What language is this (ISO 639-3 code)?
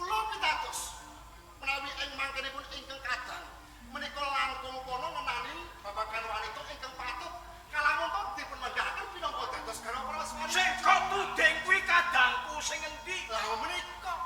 jav